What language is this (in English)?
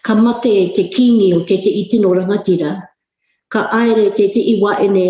Māori